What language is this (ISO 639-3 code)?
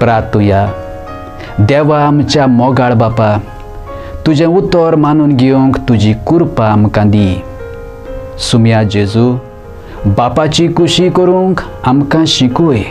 kok